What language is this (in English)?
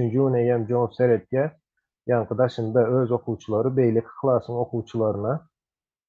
Turkmen